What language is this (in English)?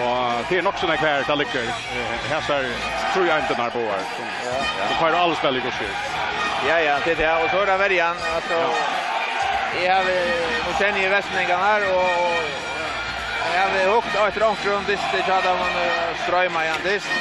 Faroese